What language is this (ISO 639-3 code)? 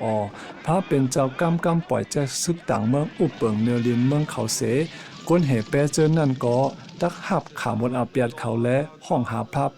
shn